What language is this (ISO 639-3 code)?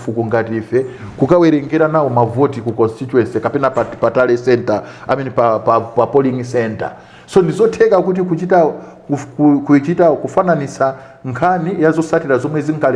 nya